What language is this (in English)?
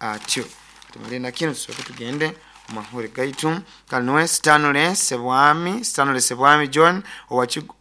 Nyoro